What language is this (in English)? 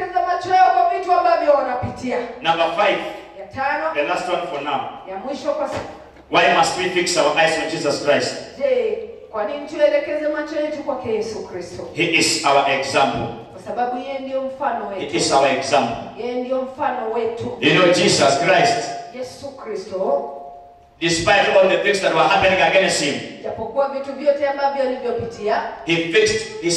Swahili